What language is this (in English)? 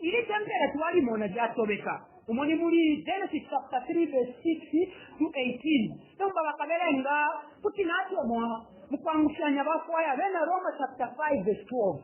Bemba